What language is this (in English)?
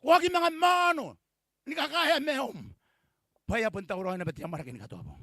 Gilbertese